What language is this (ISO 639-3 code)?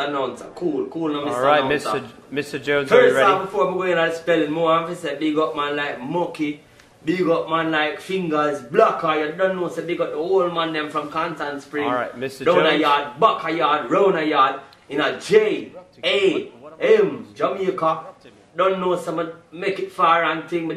jam